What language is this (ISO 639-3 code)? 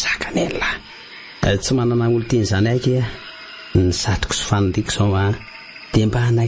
mlg